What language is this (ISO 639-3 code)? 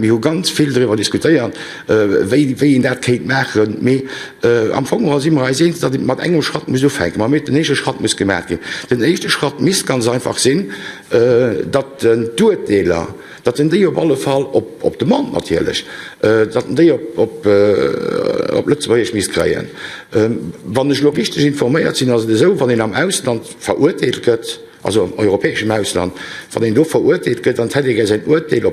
ltz